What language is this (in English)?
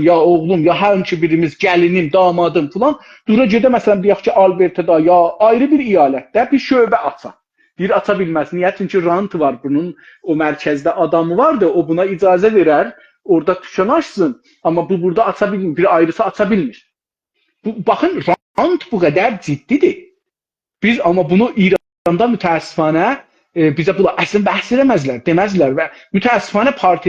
South Azerbaijani